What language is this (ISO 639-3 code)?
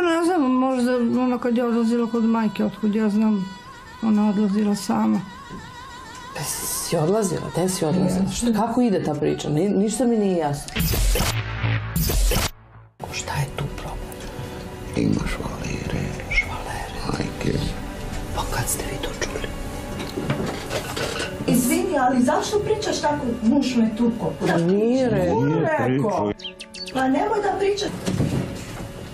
srp